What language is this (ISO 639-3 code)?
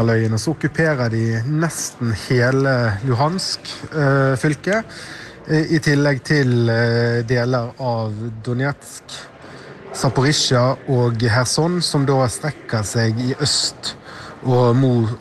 nor